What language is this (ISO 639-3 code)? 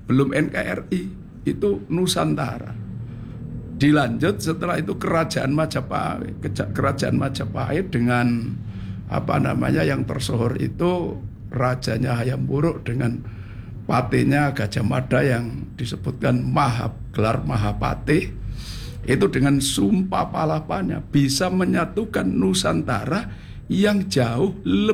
ind